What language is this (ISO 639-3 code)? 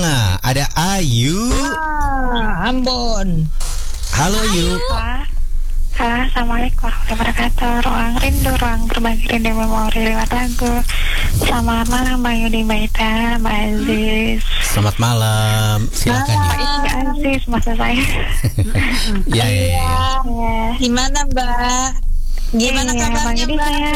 ind